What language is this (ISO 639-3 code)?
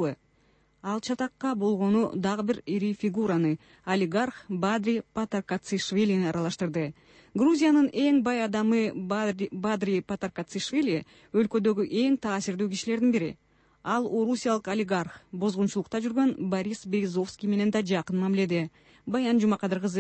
kir